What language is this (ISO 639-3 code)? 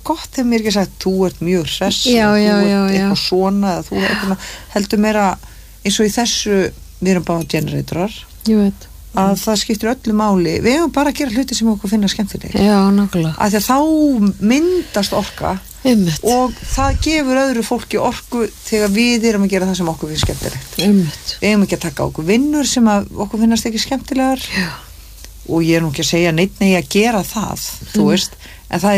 isl